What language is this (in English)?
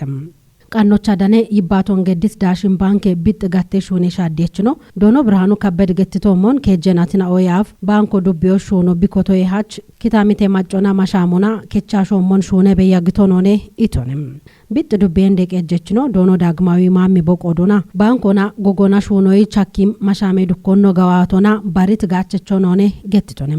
Kafa